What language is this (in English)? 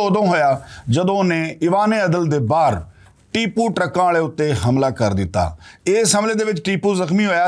Western Panjabi